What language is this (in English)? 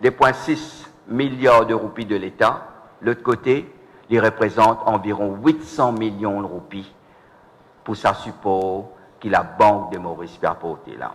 Morisyen